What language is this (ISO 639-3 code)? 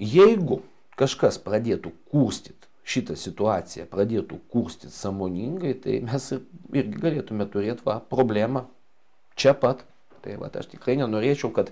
lit